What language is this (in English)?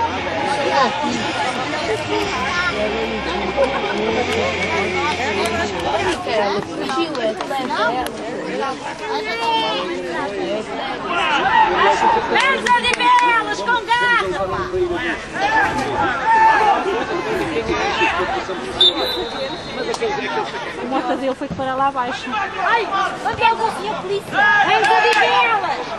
Portuguese